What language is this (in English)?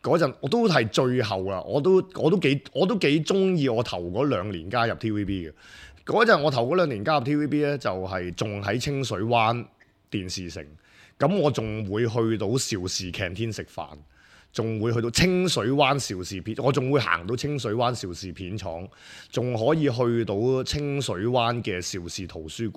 Cantonese